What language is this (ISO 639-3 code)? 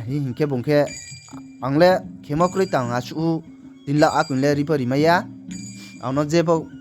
ria